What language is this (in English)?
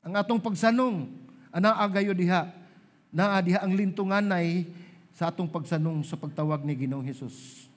Cebuano